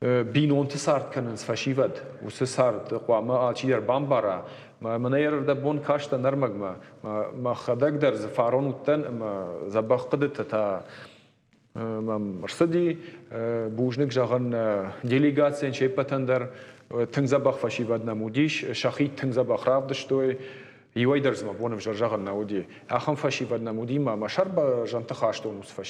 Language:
Ossetic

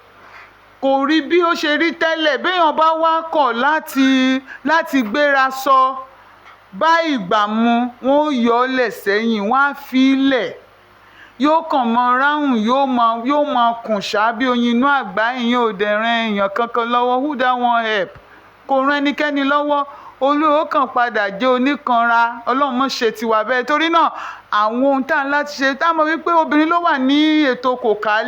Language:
Yoruba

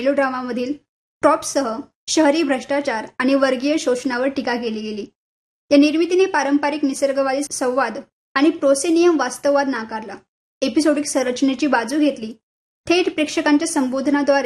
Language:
Marathi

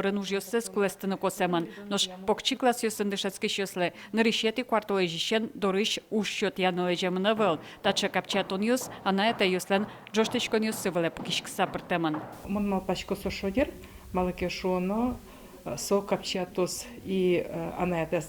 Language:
Udmurt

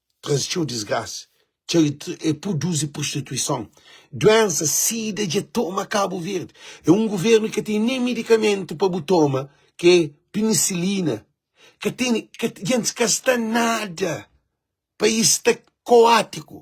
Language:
Kabuverdianu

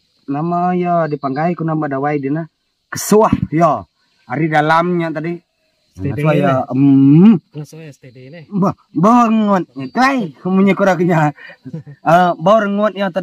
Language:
Iban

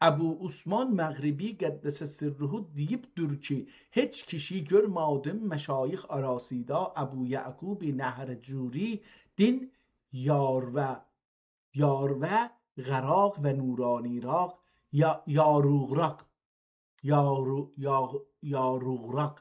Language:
South Azerbaijani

